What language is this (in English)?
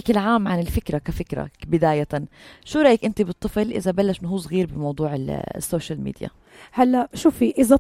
North Levantine Arabic